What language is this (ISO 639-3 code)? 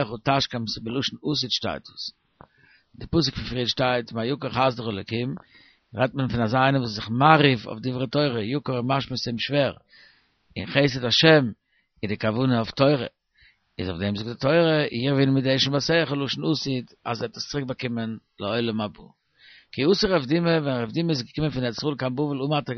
yid